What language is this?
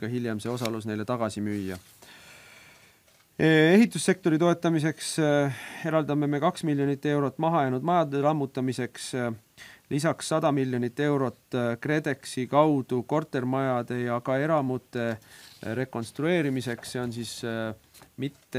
Estonian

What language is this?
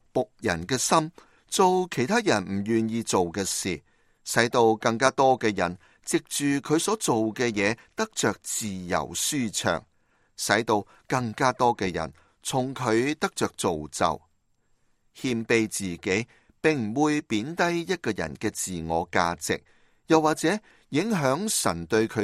Cantonese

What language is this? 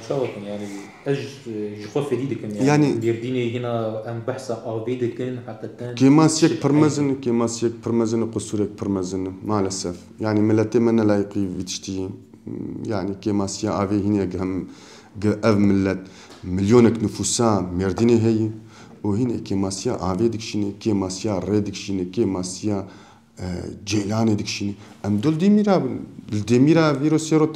Kurdish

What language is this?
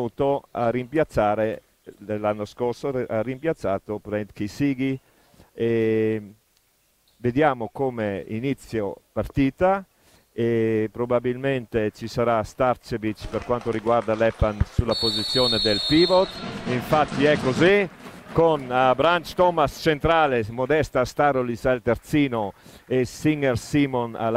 Italian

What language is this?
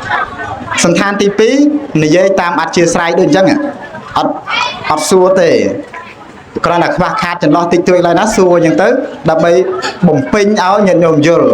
Khmer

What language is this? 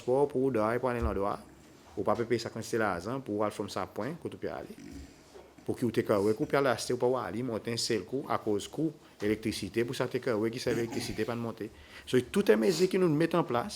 Seselwa Creole French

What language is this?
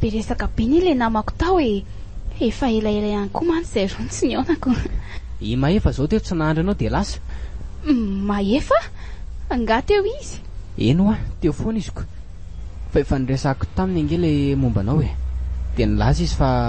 Malagasy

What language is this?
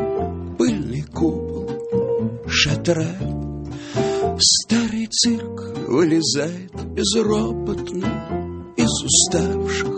Russian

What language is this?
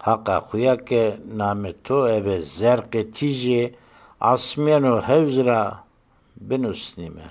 Zaza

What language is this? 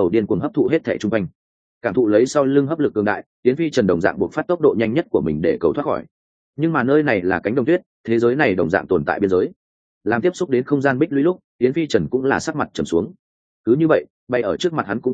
Vietnamese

